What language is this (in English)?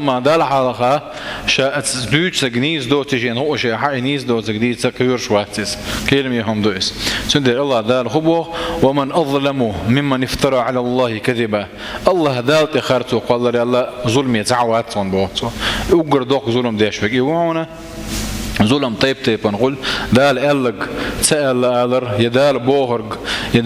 Chechen